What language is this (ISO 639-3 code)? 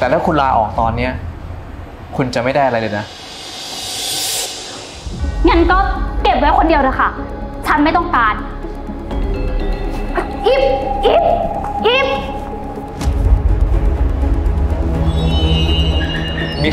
tha